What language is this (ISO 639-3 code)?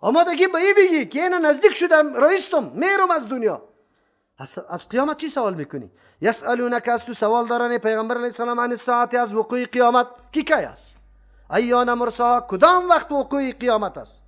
fas